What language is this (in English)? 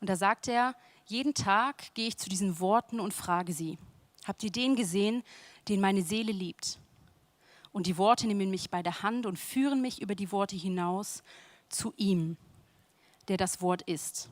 Swiss German